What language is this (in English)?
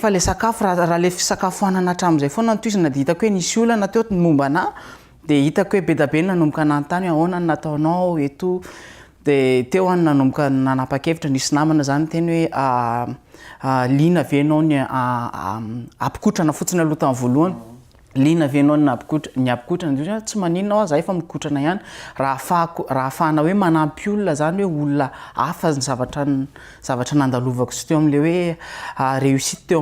Malagasy